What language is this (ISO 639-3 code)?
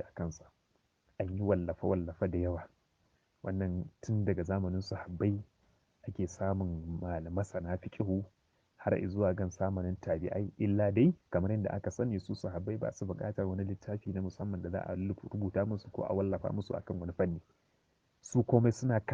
hau